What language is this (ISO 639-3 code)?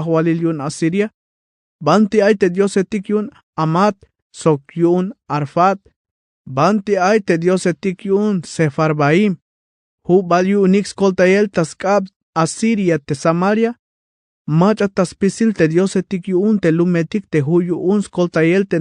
tzh